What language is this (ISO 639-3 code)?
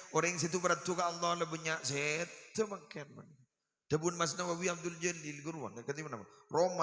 mad